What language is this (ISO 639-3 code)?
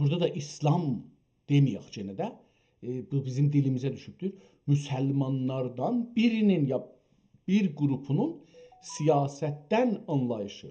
azb